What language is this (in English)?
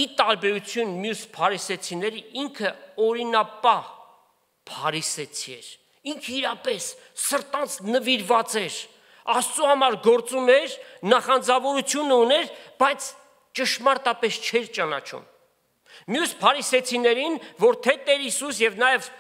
Armenian